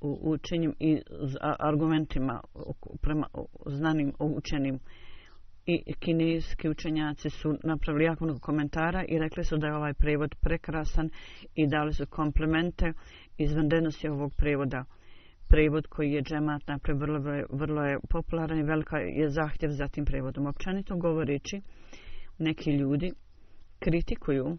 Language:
Bosnian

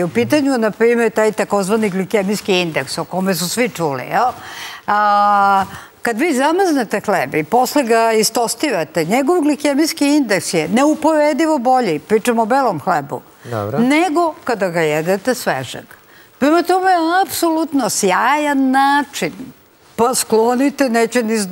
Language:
Serbian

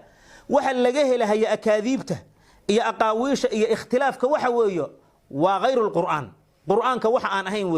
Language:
Somali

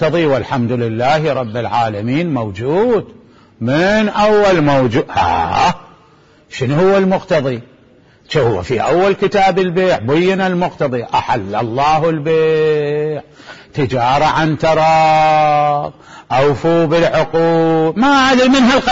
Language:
Mesopotamian Arabic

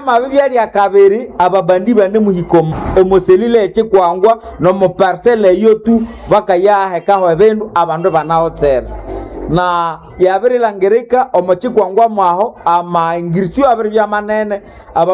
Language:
Nande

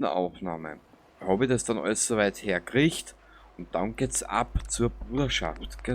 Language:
Bavarian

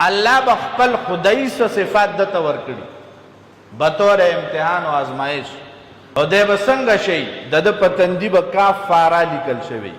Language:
Pashto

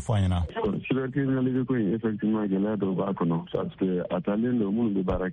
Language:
Bambara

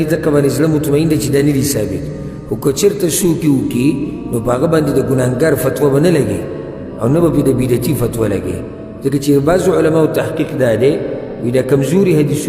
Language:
Pashto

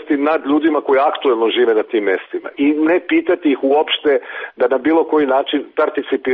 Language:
Serbian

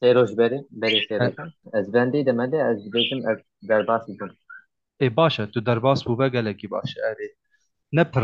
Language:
Kurdish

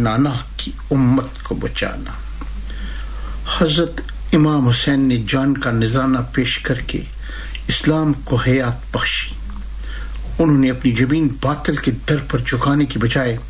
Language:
Urdu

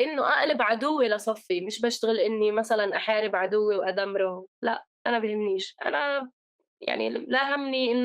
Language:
North Levantine Arabic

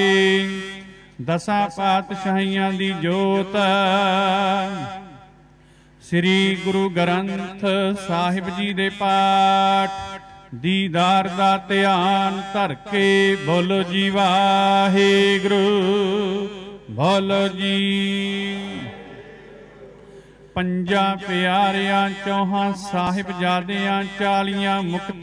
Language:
Punjabi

